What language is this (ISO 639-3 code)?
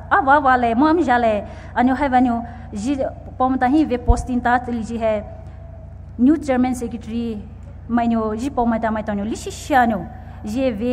pmx